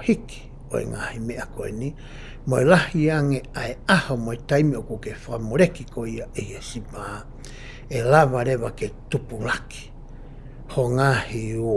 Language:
Tongan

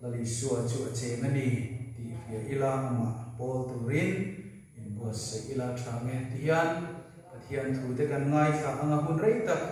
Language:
Mizo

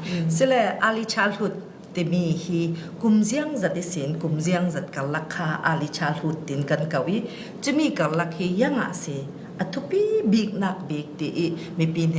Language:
Falam Chin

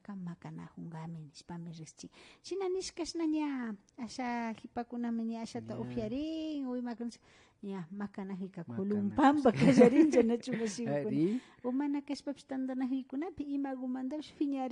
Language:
Imbabura Highland Quichua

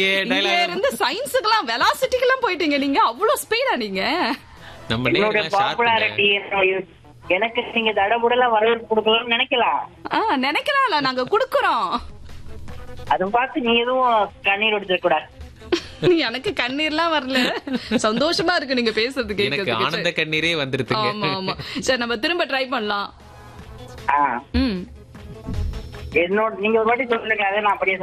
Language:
Tamil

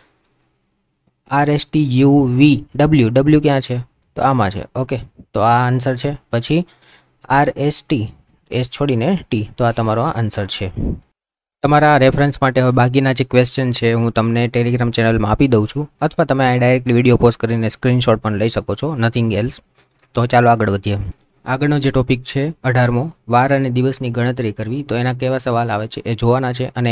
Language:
Gujarati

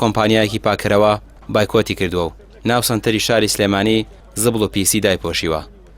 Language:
Central Kurdish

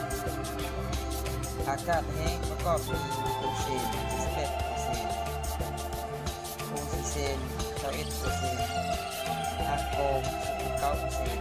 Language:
Lao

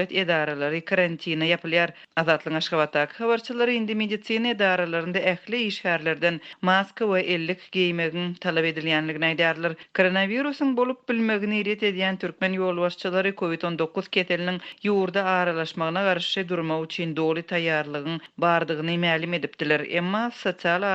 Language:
Turkmen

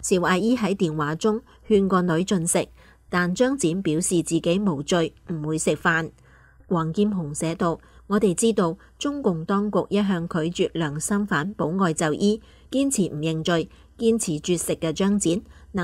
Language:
Cantonese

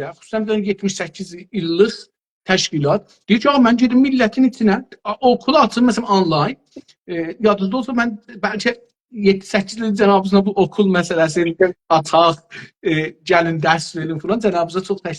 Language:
South Azerbaijani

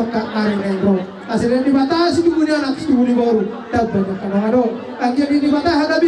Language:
Batak Toba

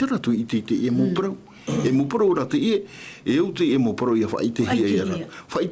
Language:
Tahitian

